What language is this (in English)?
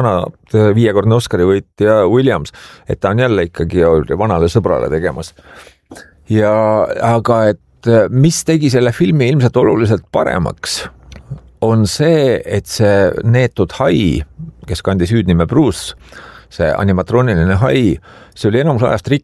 Estonian